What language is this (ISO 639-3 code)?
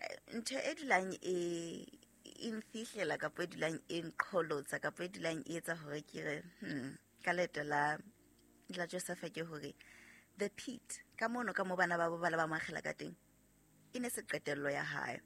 sot